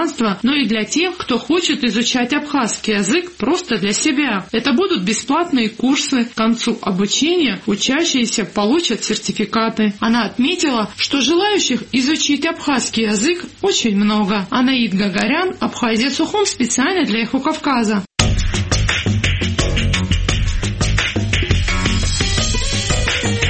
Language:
Russian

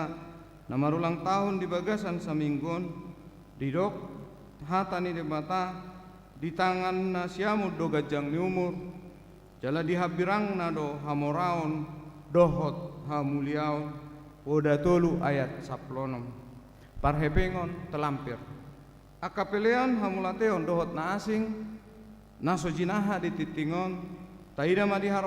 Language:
Batak Toba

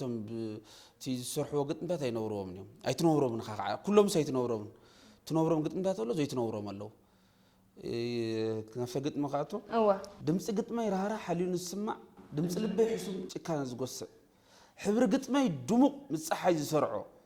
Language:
Tigrinya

